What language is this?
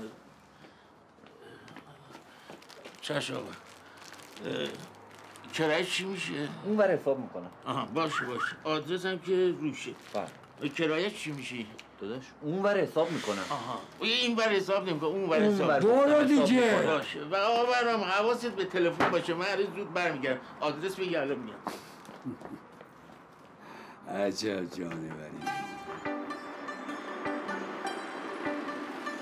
Persian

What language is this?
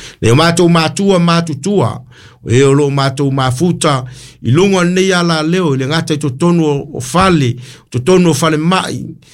Samoan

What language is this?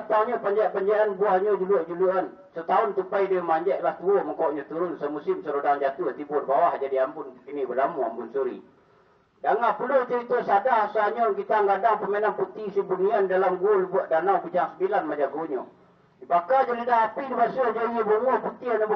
Minangkabau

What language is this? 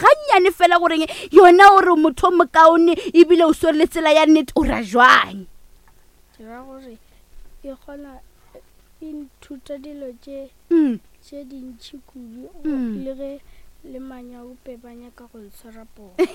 Northern Sotho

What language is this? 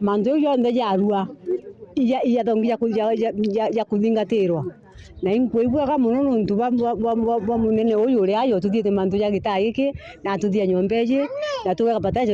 Meru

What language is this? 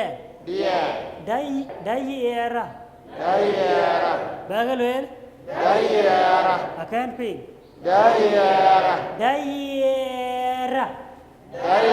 Dinka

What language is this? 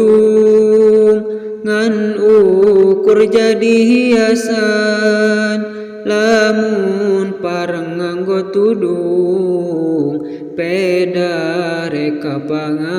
Sundanese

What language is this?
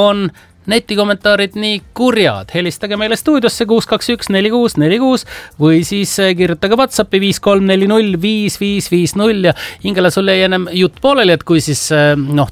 Estonian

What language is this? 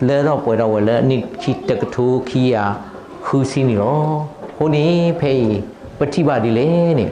S'gaw Karen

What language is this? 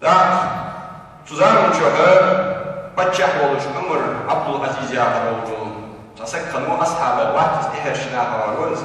Ingush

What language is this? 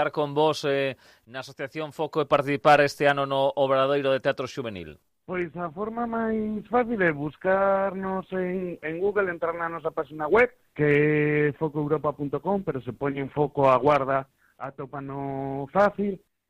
Galician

